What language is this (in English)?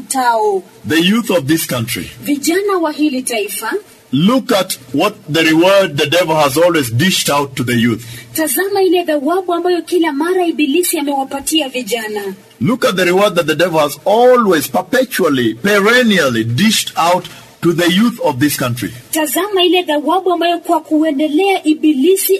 Swahili